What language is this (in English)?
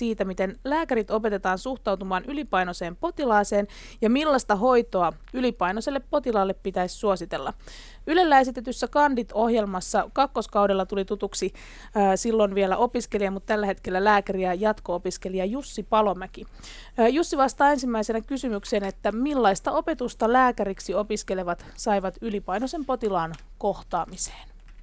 Finnish